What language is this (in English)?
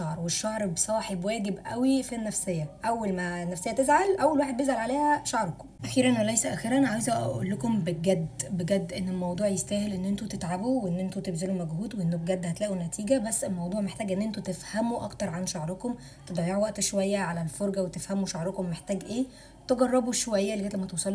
Egyptian Arabic